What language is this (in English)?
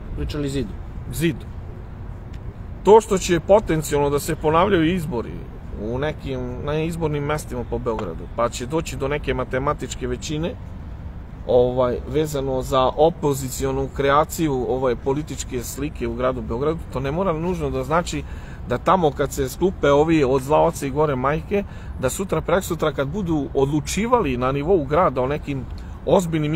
Serbian